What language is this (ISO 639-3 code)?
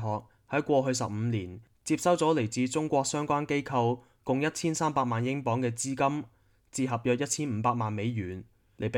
yue